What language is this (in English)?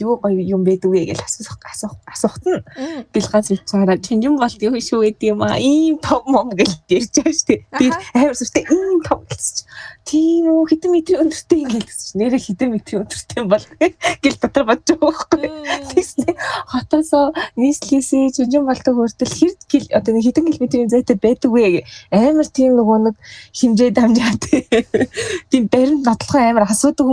Mongolian